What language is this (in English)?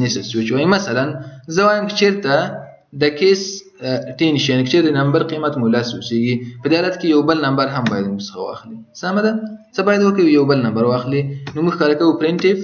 Pashto